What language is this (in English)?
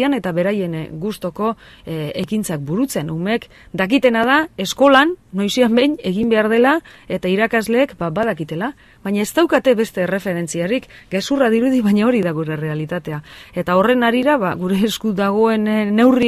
Basque